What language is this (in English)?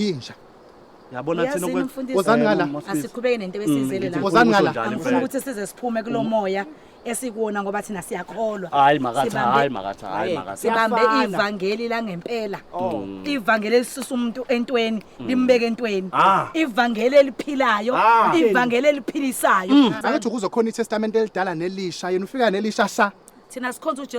Zulu